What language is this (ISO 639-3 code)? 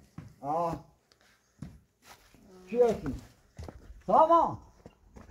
fas